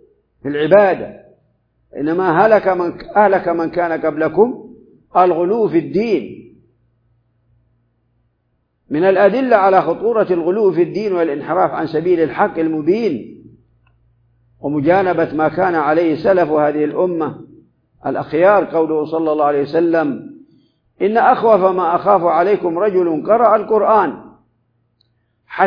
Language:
Arabic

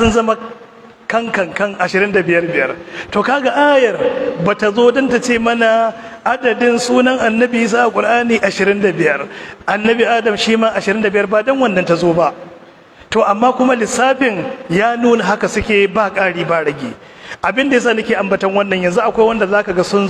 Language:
Hausa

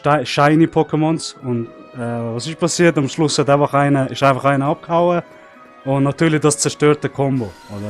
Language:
Swiss German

